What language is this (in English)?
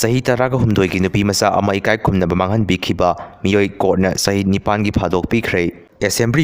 Manipuri